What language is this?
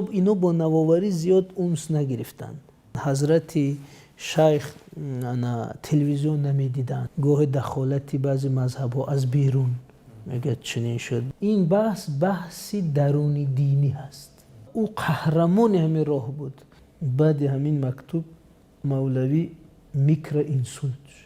Tajik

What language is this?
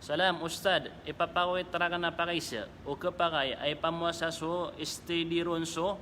Maranao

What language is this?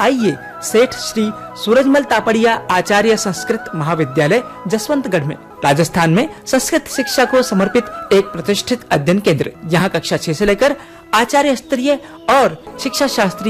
Hindi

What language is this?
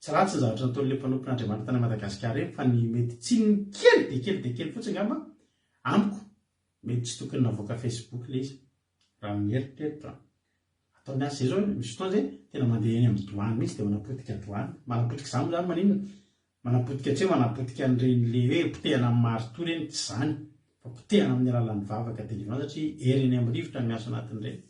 Malagasy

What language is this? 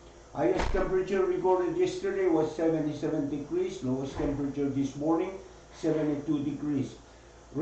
Pohnpeian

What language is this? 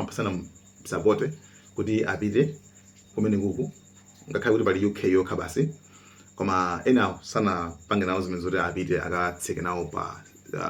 Nyanja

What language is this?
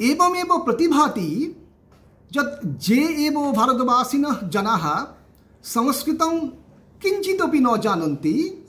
Sanskrit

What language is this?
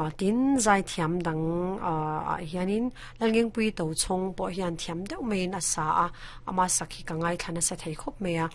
Mizo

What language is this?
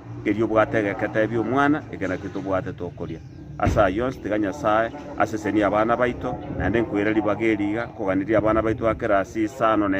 Gusii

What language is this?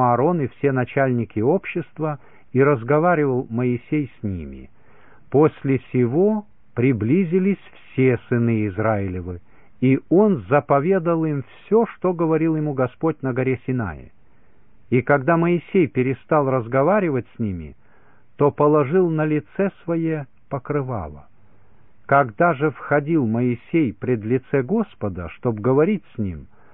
Russian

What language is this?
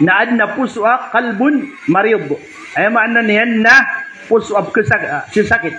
Maranao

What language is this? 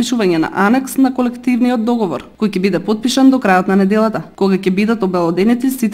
Macedonian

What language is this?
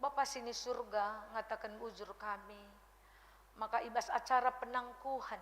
Batak Karo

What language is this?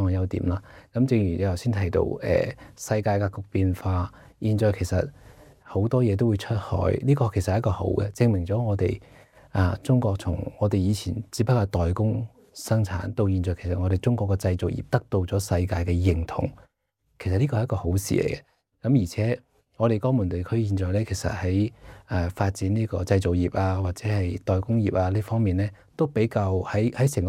Cantonese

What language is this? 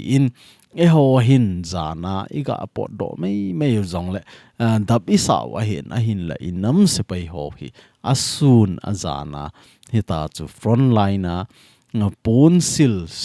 Thado Chin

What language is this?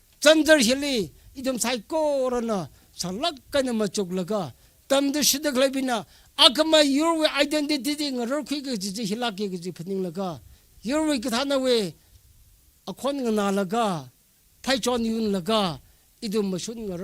Tangkhul Naga (India)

